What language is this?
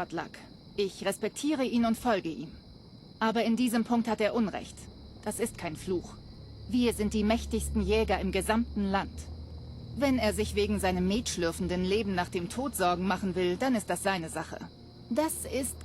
Bavarian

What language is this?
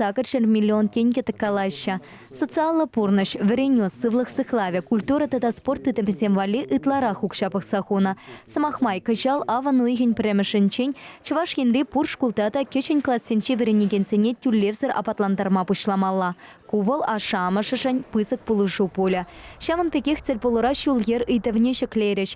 Chuvash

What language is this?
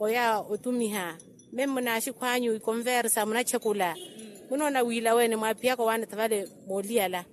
Makhuwa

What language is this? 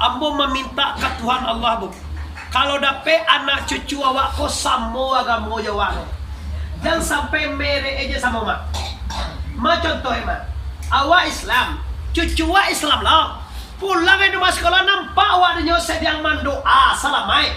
Minangkabau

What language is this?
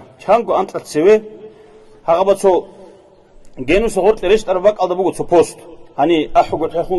Avaric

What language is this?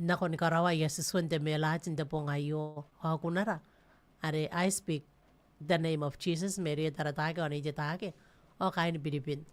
Gilbertese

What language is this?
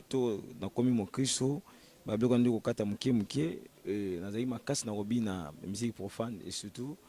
Lingala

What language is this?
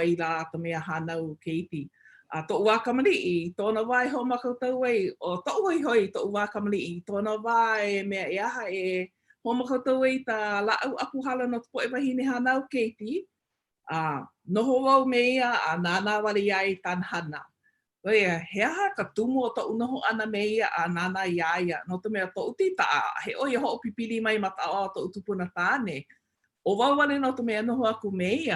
Hawaiian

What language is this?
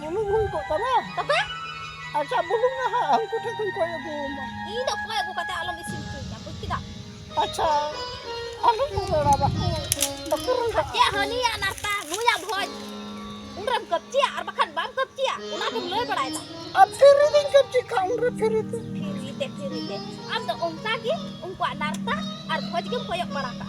Santali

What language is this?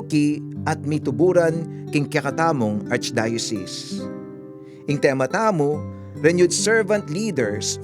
Pampanga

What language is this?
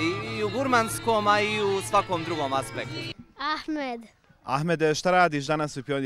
Bosnian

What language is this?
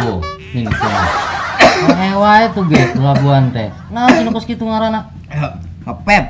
Sundanese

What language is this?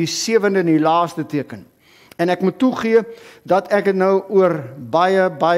Afrikaans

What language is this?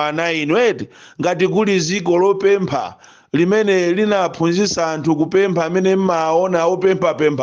Nyanja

